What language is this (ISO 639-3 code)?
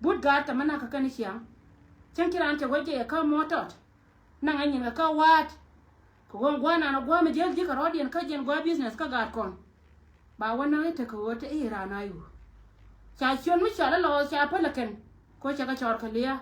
nus